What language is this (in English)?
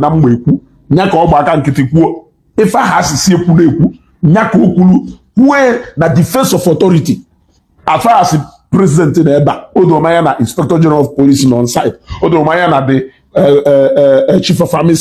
Igbo